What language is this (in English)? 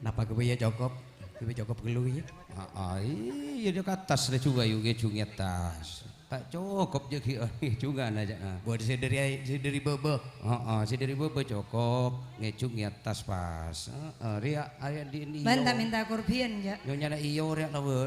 Madurese